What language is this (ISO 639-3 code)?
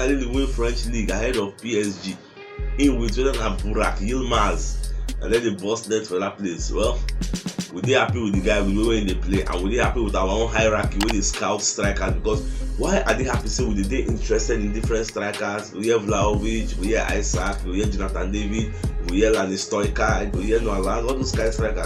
pcm